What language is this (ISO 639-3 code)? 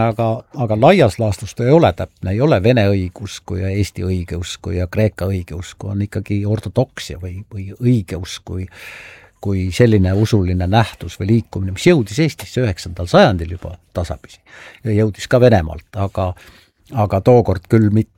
est